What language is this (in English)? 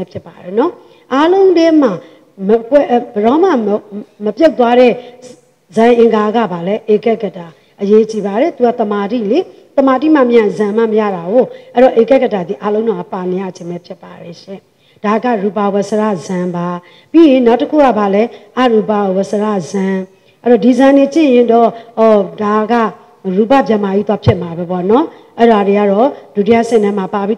Burmese